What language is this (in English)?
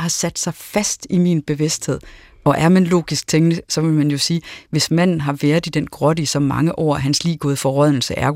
Danish